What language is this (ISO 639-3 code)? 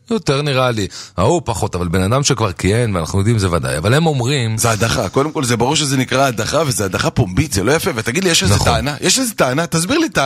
heb